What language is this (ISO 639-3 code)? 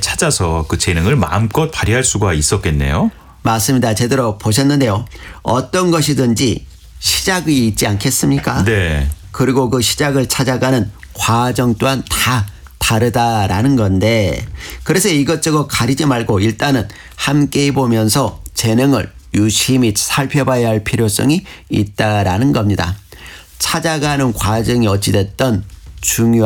kor